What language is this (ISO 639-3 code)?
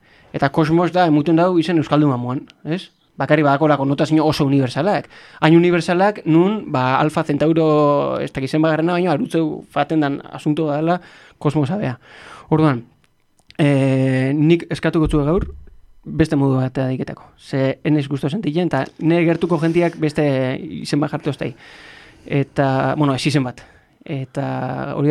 eus